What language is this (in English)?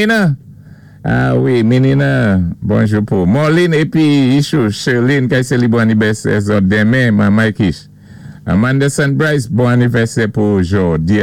Saint Lucian Creole French